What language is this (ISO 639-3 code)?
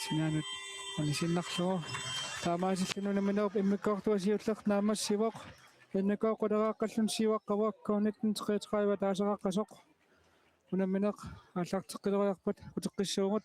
kal